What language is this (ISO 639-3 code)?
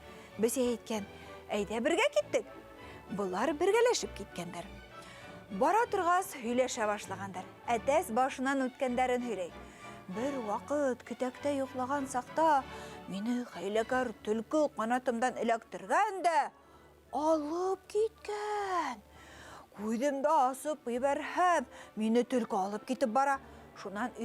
bak